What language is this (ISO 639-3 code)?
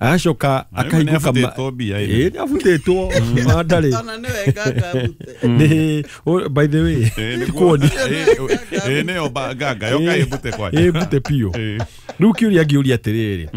kik